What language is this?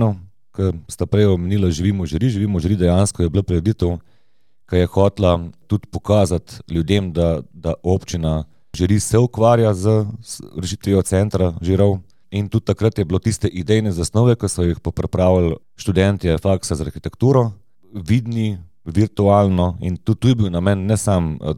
Slovenian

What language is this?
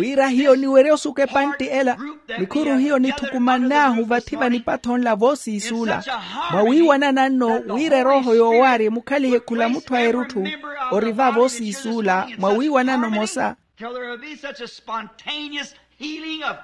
Makhuwa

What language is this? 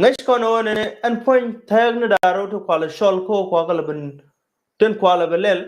Nuer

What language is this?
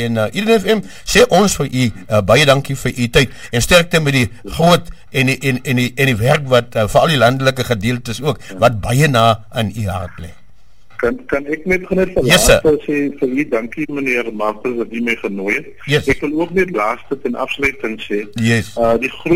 Afrikaans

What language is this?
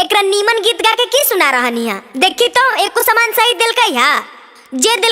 Magahi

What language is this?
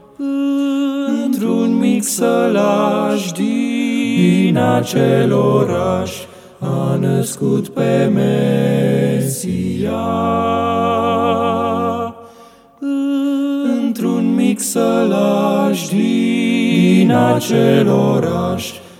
Romanian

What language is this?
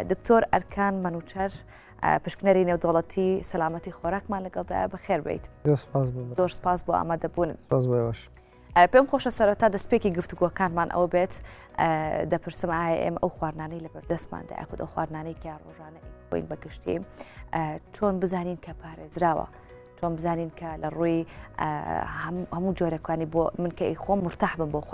Central Kurdish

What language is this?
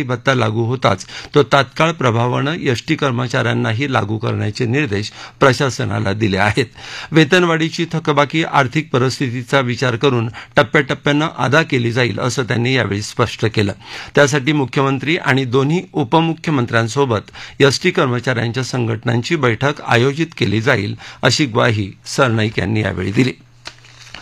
Marathi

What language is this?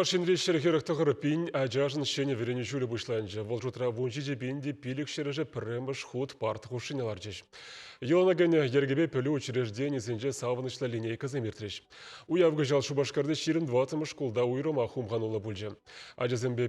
Chuvash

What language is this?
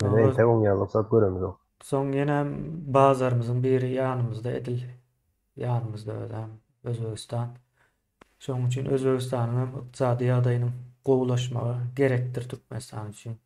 Turkmen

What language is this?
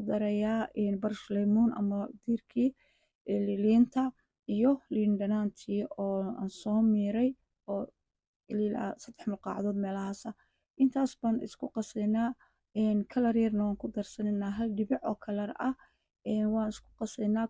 Somali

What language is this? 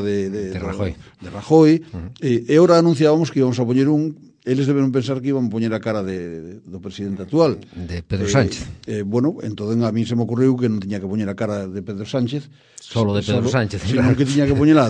Galician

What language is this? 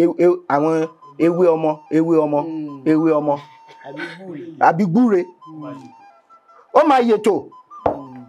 Yoruba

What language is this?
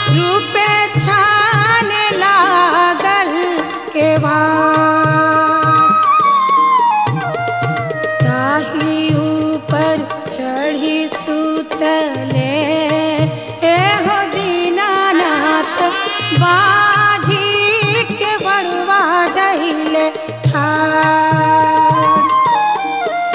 Bhojpuri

